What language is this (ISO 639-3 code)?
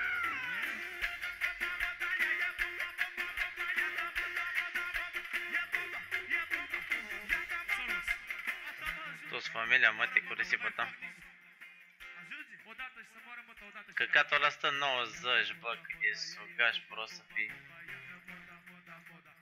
ron